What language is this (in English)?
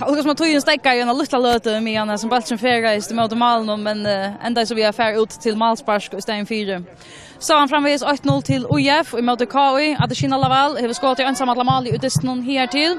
Faroese